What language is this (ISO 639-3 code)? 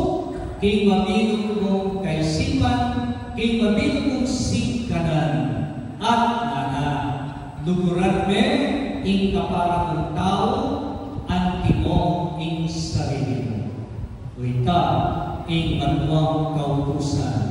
pam